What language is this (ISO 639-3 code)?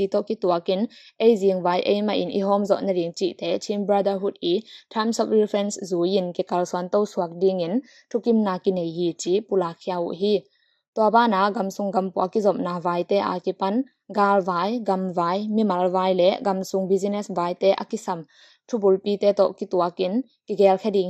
ctd